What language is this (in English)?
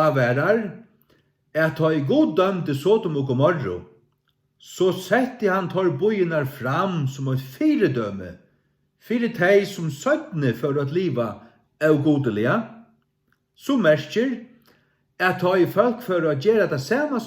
Faroese